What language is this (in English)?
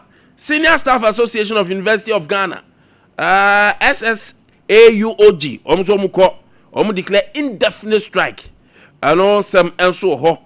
Akan